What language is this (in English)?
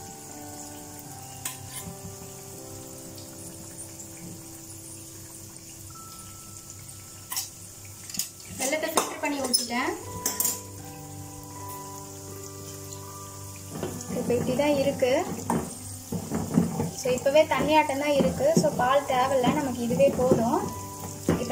Tamil